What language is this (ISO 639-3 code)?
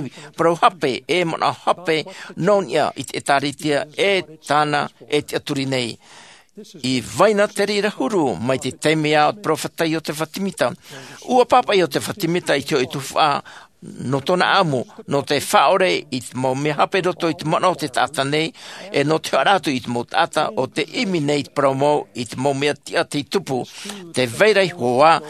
tah